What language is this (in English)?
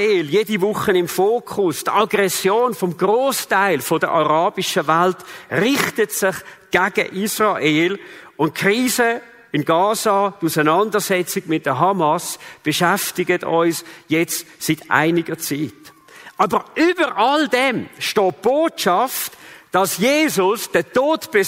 Swiss German